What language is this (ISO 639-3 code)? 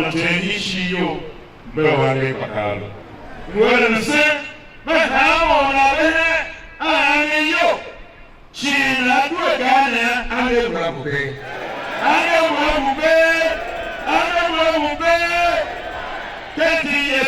tiv